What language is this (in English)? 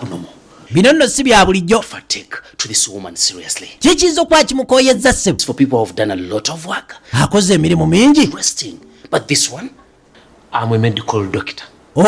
Ganda